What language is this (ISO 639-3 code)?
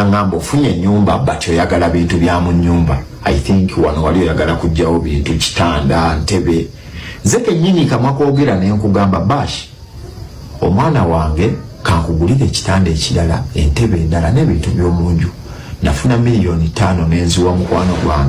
lug